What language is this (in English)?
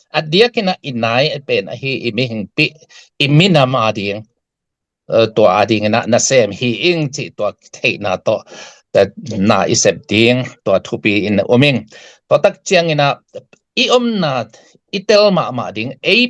Tedim Chin